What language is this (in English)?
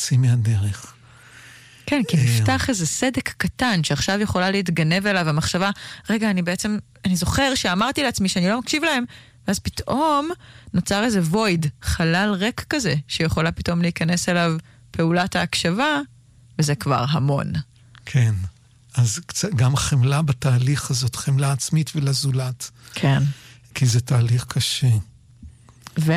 Hebrew